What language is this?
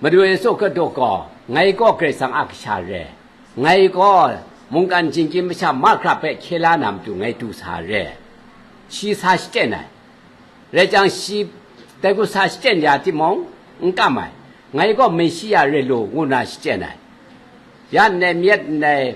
Kachin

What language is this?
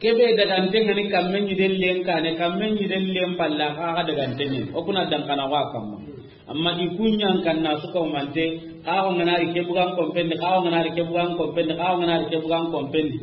Soninke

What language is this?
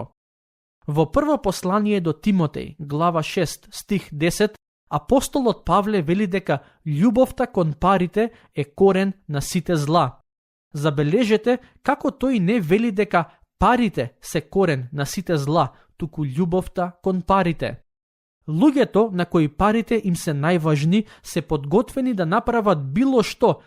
Macedonian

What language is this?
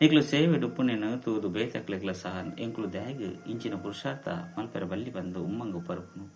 Tulu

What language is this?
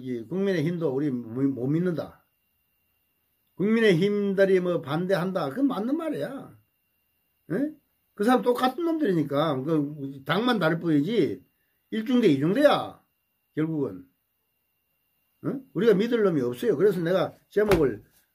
Korean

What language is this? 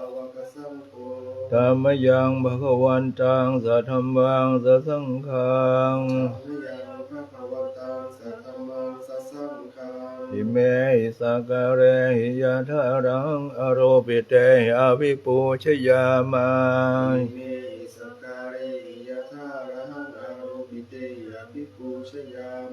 Pali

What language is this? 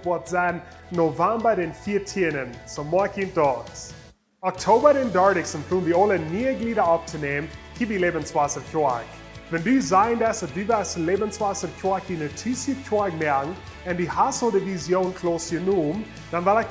Plautdietsch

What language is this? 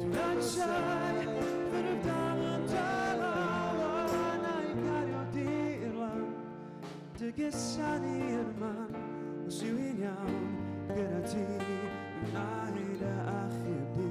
Welsh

